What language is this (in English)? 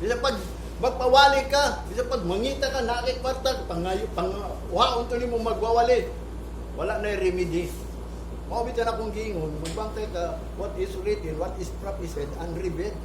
Cebuano